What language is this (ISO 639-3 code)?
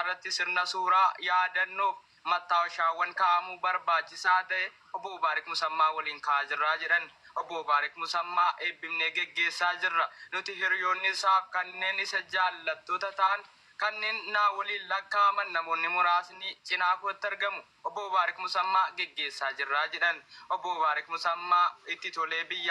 orm